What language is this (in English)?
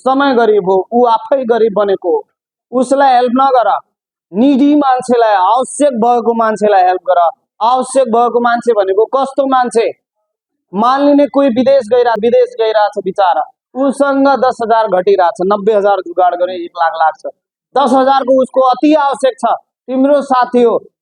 Nepali